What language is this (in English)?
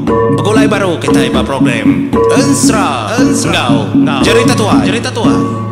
Iban